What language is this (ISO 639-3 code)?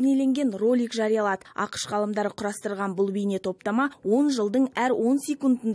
kaz